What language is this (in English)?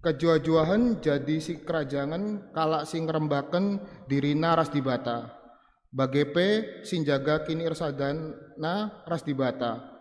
Batak Karo